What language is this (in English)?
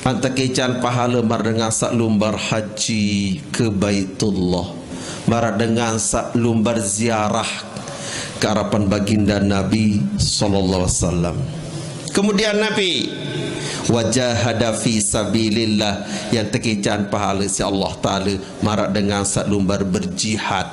Sasak